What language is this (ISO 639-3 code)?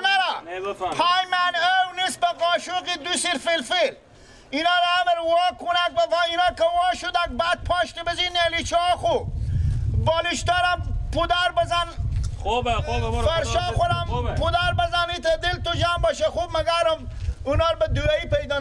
fas